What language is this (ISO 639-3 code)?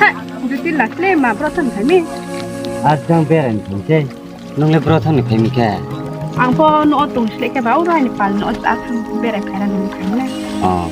ria